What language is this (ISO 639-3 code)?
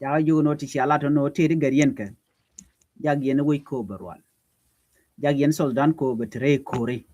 nus